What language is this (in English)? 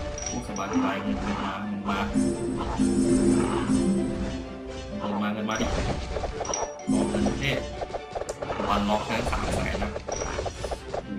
Thai